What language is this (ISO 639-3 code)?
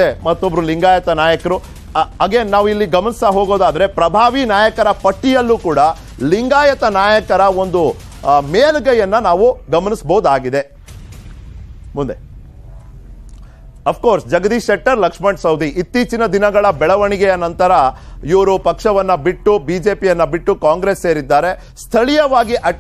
kan